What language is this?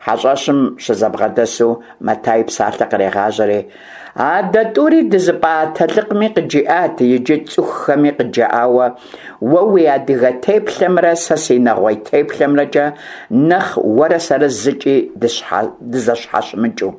Kabardian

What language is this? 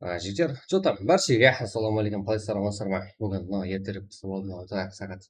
Kara-Kalpak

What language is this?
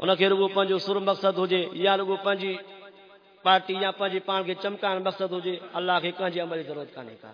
Saraiki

